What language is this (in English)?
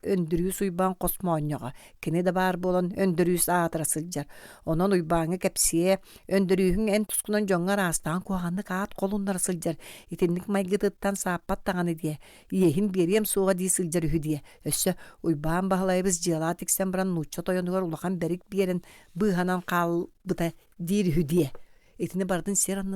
Yakut